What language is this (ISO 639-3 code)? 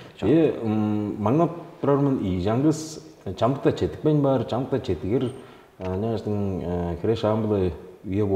tyv